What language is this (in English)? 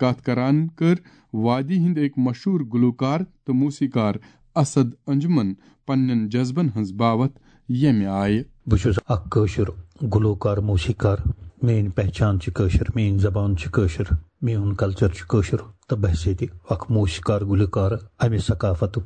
Kashmiri